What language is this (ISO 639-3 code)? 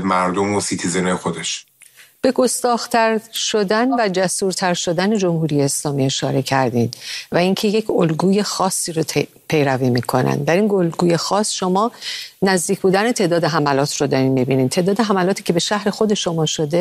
fas